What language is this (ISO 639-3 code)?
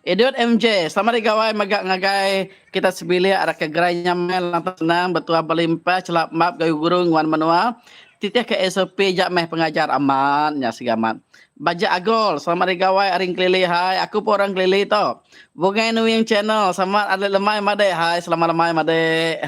iba